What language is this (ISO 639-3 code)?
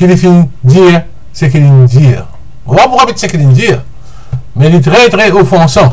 mfe